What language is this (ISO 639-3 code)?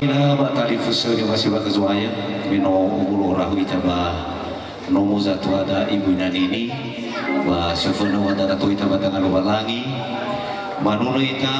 nia